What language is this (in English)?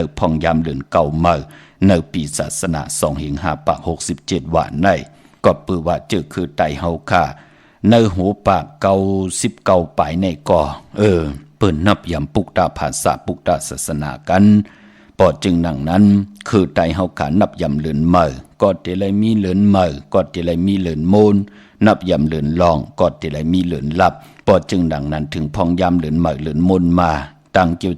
Shan